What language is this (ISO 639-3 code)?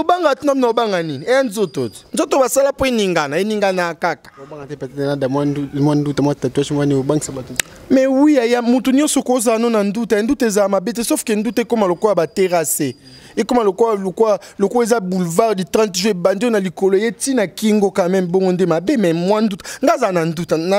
lin